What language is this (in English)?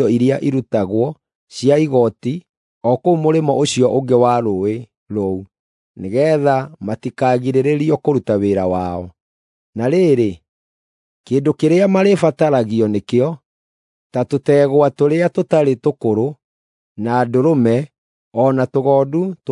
Kikuyu